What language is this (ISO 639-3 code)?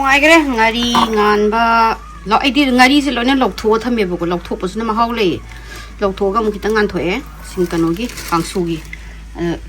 mni